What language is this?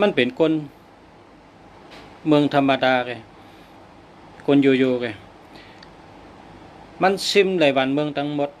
Shan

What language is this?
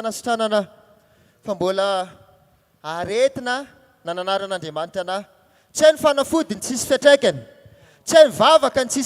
Malagasy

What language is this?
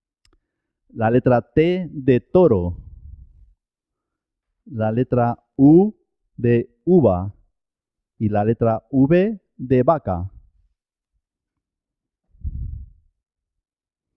Spanish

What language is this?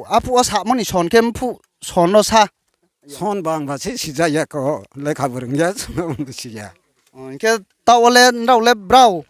Riang (India)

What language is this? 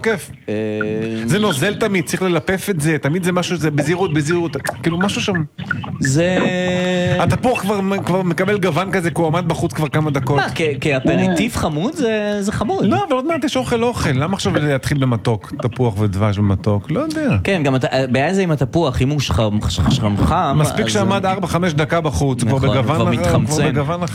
Hebrew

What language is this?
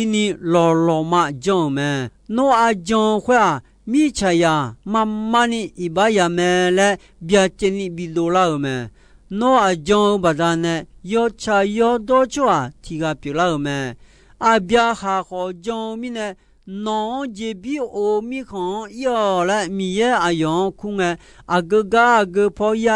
Akha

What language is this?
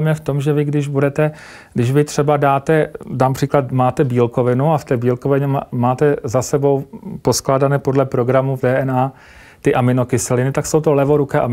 Czech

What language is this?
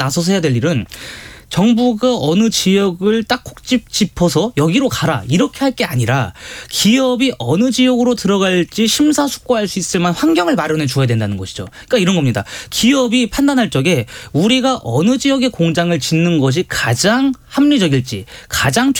Korean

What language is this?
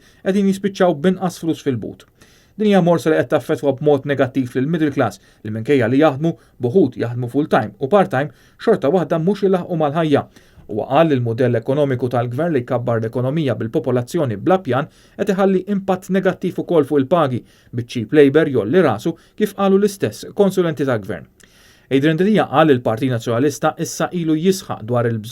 Maltese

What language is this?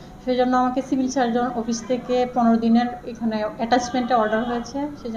Bangla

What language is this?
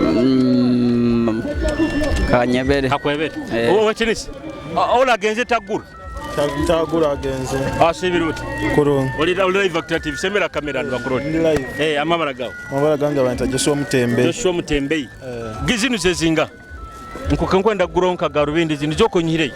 Nyoro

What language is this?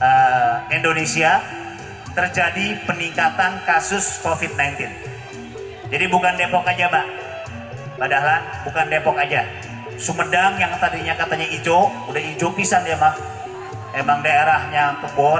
Betawi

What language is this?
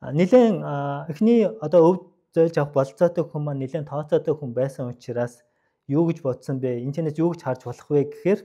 Mongolian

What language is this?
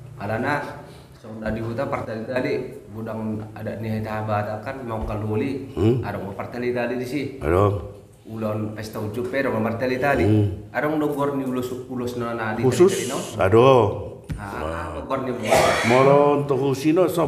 Batak Toba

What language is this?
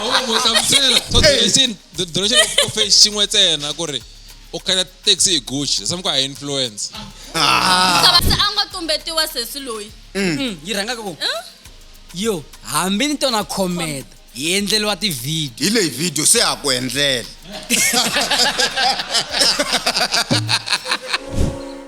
Tsonga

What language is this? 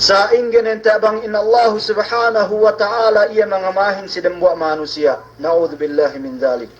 Yakan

